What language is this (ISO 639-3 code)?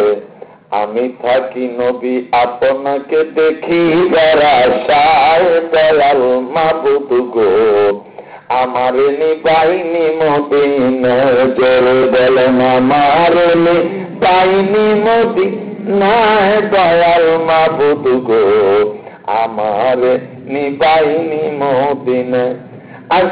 ben